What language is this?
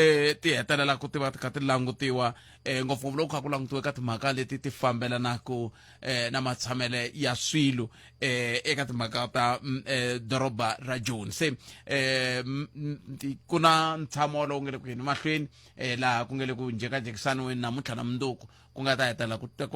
Tsonga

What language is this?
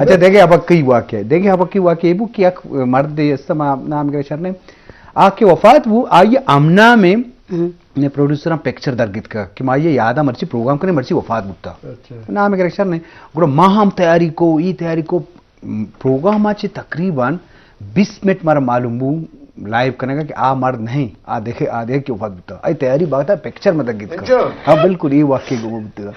Eastern Balochi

